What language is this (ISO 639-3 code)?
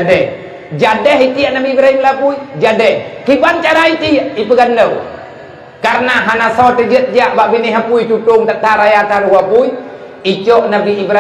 ace